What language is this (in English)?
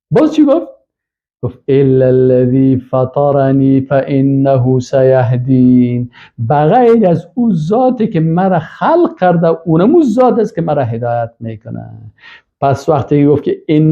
Persian